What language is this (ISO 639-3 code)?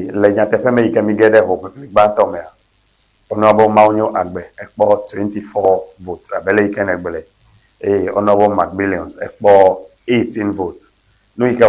ewe